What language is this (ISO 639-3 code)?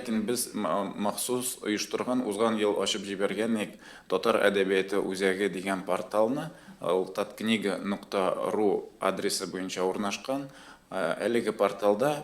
tat